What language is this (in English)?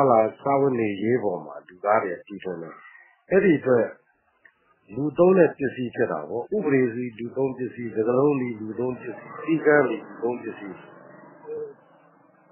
Burmese